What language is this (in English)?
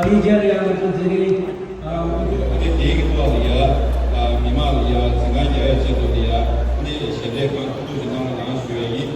Tibetan